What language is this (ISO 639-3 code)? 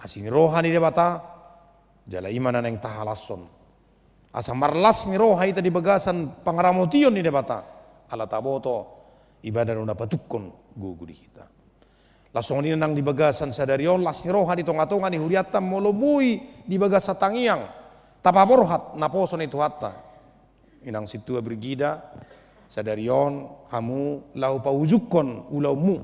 bbc